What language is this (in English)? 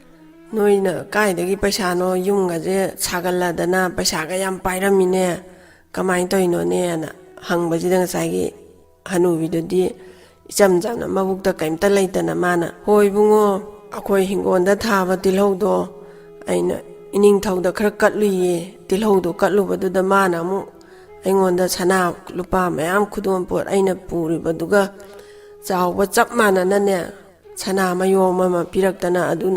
Manipuri